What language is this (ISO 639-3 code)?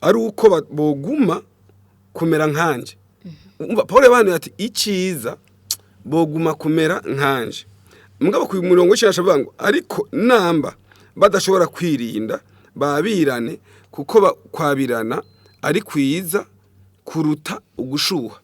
run